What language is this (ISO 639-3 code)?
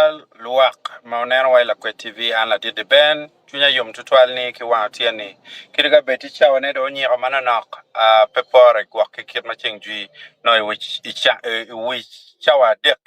ach